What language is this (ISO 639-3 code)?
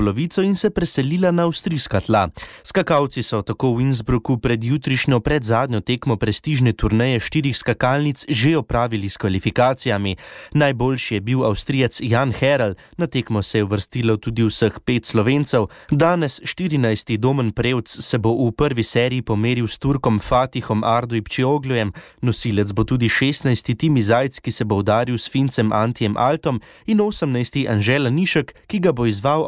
slv